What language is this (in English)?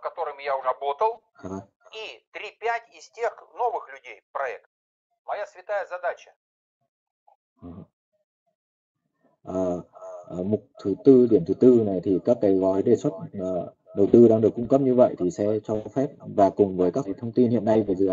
Russian